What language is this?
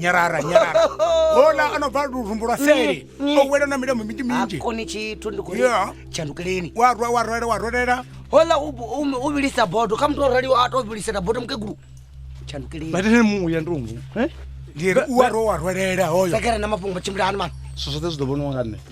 Venda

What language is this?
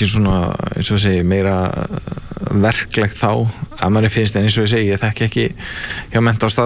Icelandic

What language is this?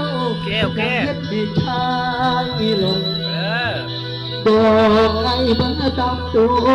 Lao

